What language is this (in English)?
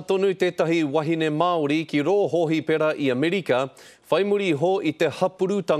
Māori